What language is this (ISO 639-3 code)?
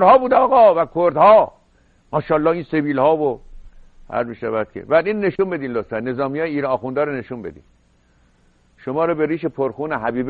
fas